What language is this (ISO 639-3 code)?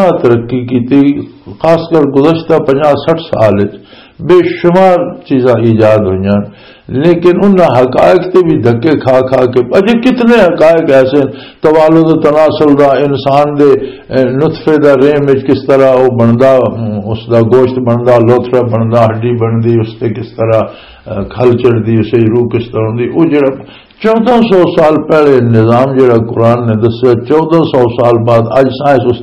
lah